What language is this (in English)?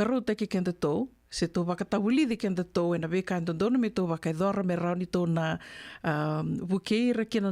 Fijian